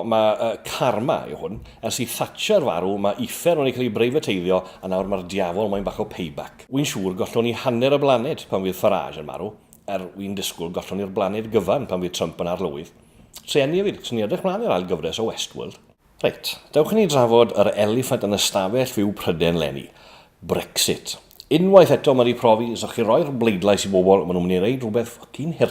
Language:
Welsh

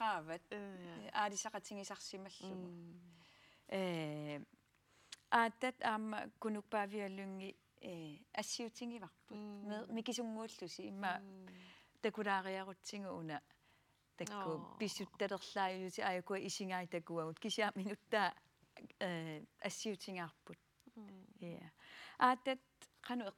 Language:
Kalaallisut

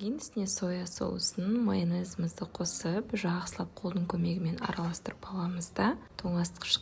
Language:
Kazakh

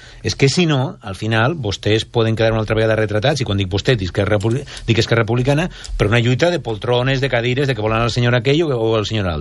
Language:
Catalan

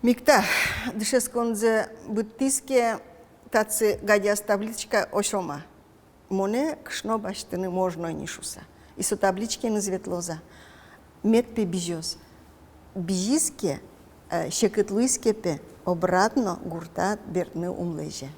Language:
Udmurt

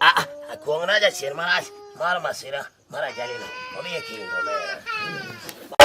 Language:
Luo (Kenya and Tanzania)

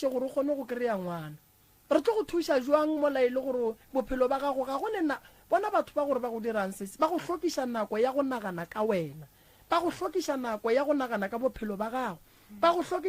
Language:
Northern Sotho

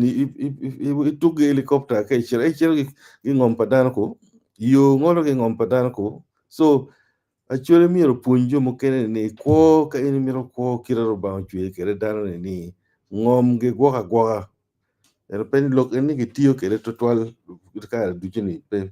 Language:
Acoli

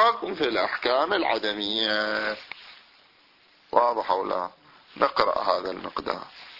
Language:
Arabic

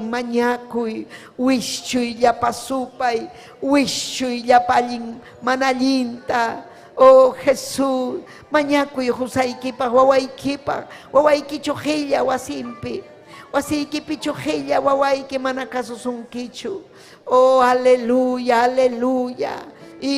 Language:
Ayacucho Quechua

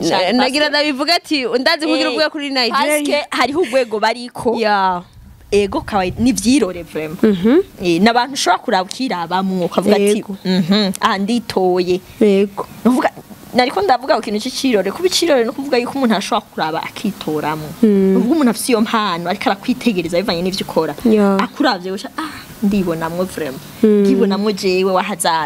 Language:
Rundi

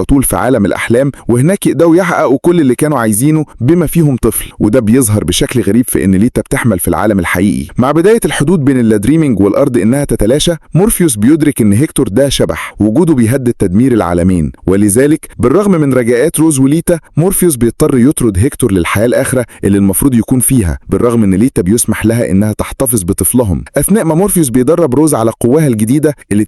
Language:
Egyptian Arabic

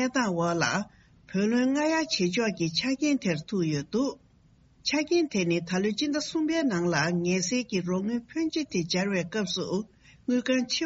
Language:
Tibetan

